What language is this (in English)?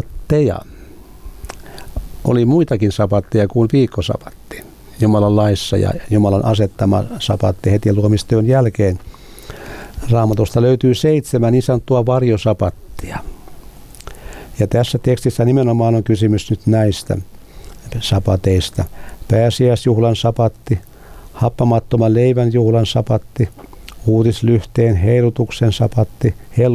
Finnish